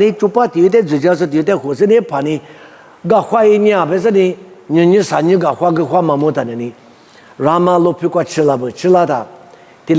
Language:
Lisu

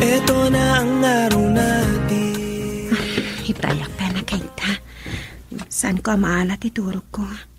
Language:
Iloko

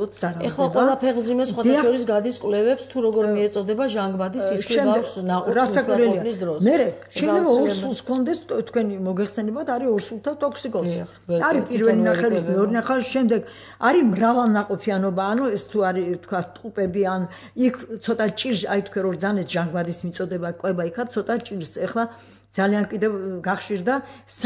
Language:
Georgian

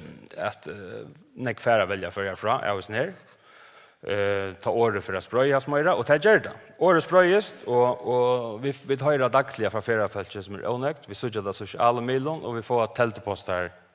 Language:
Faroese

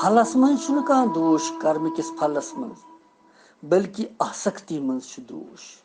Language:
Kashmiri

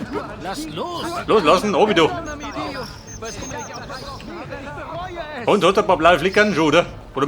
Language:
Bavarian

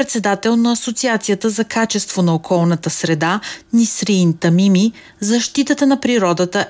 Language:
Bulgarian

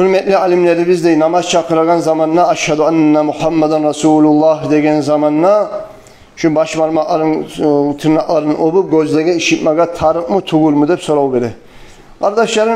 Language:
Kumyk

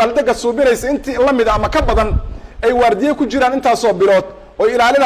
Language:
Somali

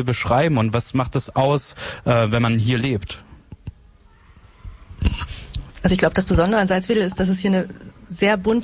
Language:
German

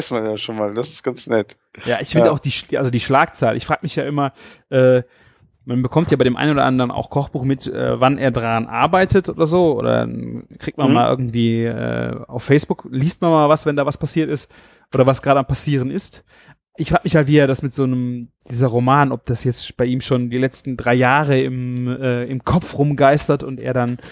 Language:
German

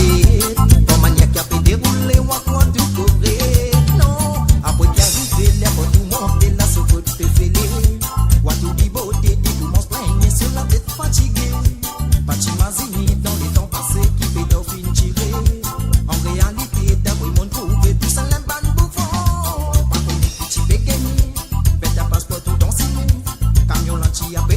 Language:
Morisyen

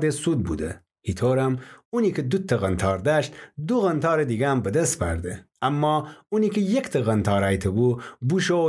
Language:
Gilaki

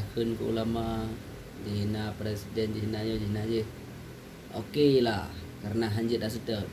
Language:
Achinese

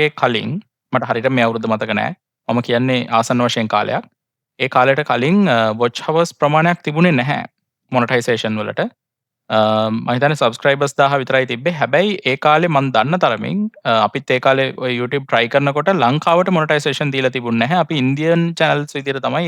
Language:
Sinhala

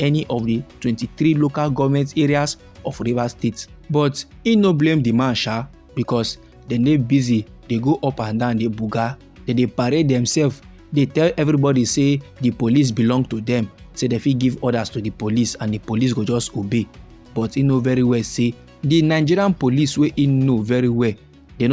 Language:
Nigerian Pidgin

